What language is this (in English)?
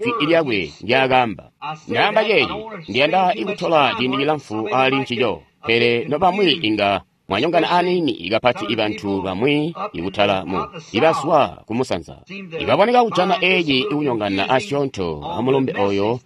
Tonga (Zambia)